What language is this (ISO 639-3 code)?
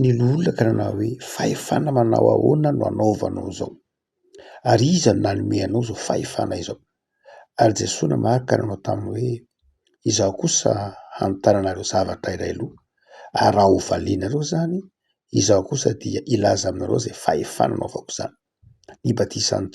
mlg